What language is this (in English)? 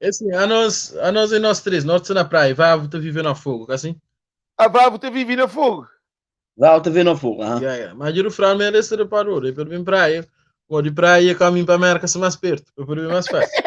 Kabuverdianu